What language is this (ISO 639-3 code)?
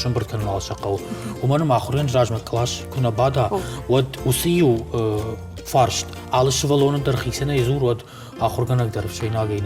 oss